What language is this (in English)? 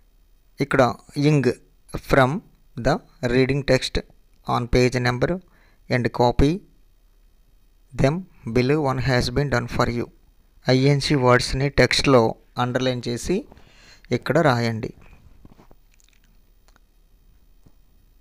Telugu